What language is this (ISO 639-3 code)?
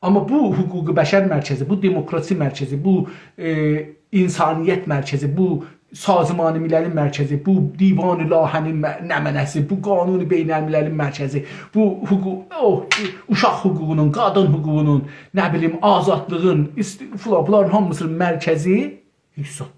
azb